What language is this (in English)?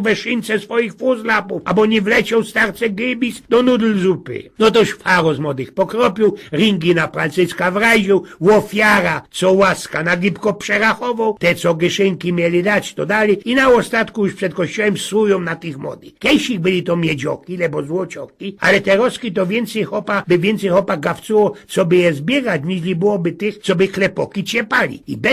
Silesian